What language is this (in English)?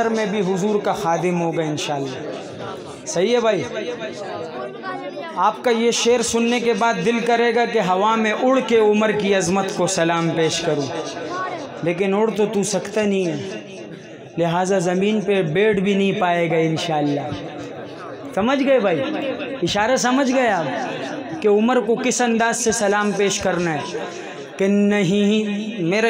Urdu